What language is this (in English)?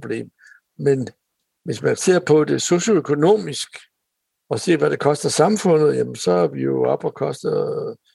Danish